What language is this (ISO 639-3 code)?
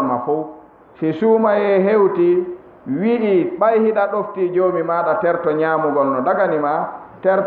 ful